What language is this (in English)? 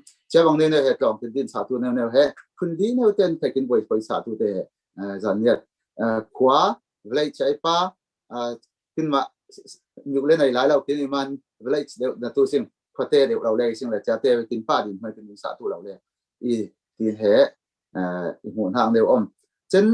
Falam Chin